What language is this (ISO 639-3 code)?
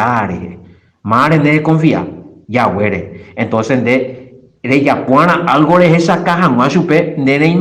grn